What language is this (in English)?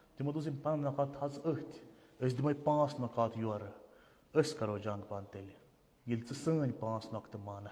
Kashmiri